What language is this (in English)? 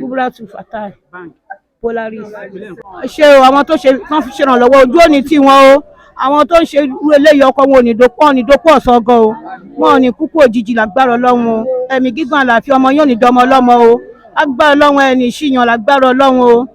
Yoruba